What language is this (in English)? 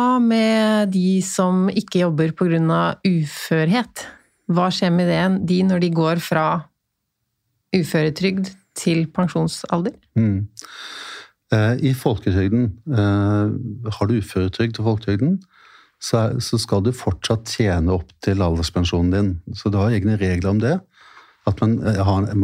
Norwegian